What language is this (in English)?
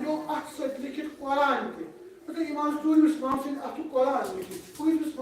Kashmiri